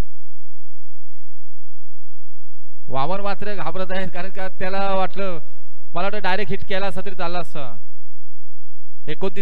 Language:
Marathi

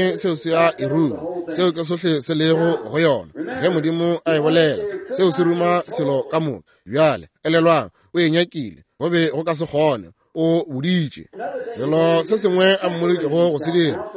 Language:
Northern Sotho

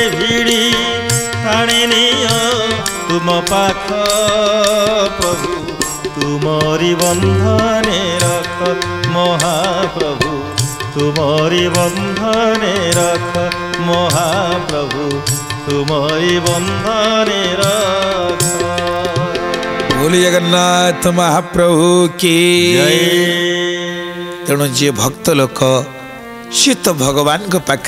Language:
Odia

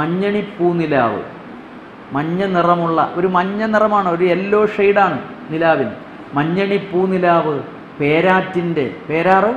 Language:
Malayalam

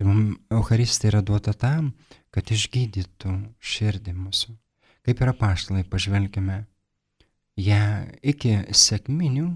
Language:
Lithuanian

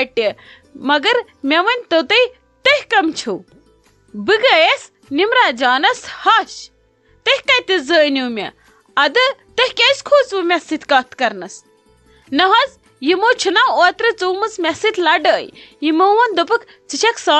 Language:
Kashmiri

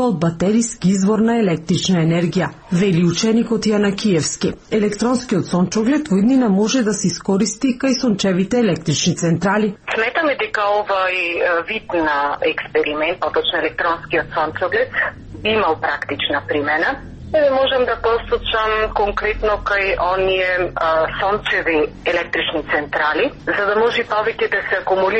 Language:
Macedonian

